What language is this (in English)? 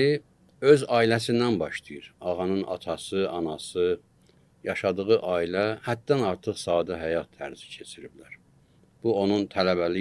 Azerbaijani